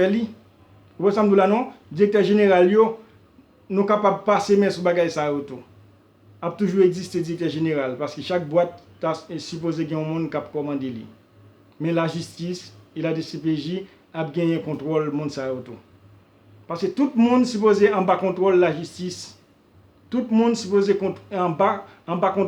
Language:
Haitian Creole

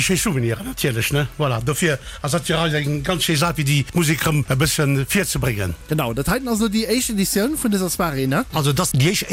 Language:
Luxembourgish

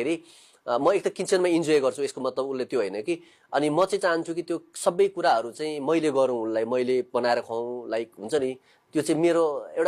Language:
Nepali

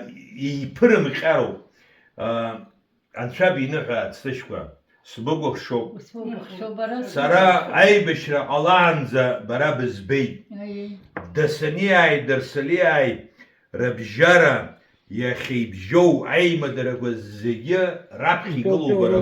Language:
Abkhazian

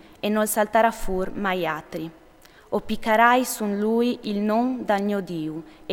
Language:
Friulian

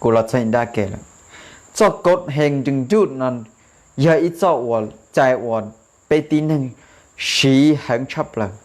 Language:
Hmong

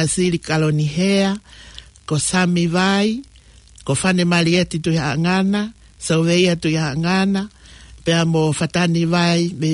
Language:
Tongan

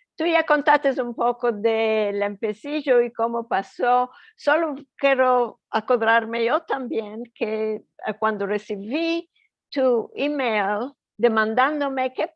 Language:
Ladino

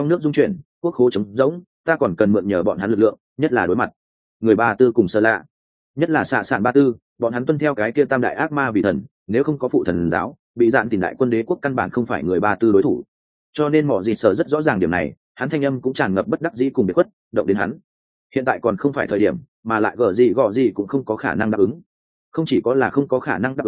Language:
Vietnamese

